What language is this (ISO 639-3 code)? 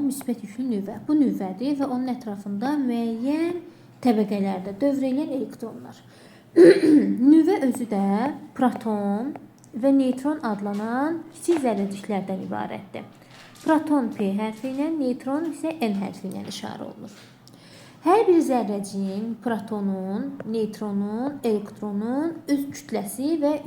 aze